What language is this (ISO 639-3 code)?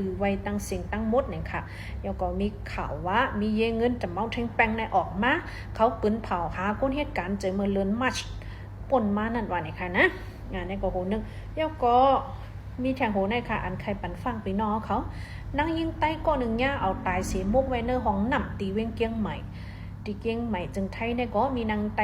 shn